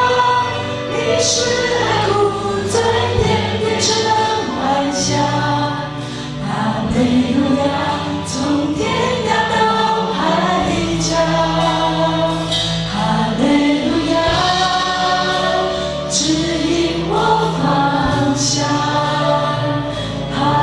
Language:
Chinese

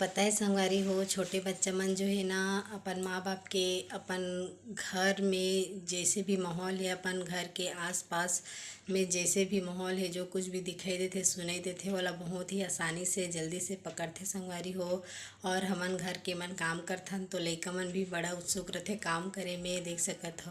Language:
Chhattisgarhi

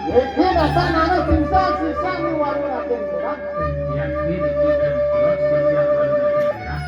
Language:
Balinese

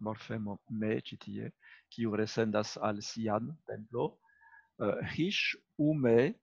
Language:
Esperanto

